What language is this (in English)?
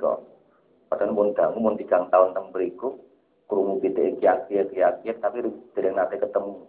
Javanese